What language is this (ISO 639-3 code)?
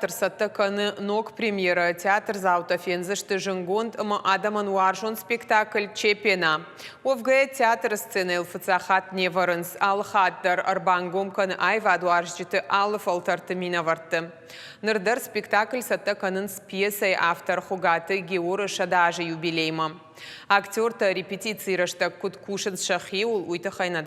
oss